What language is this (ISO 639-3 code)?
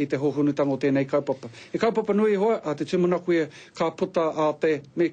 mri